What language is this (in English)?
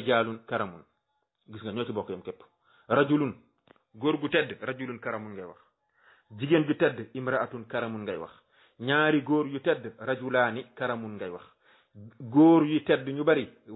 Wolof